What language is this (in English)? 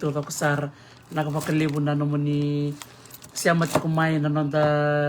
Fijian